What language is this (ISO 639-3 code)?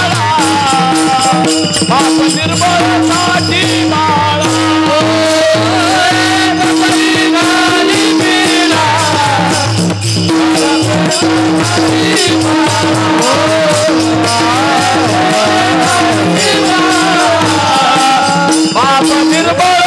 mar